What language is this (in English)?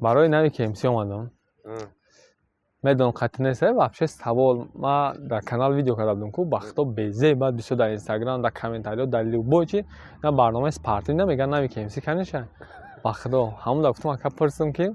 Tajik